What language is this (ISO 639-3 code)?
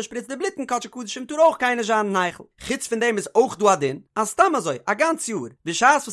yid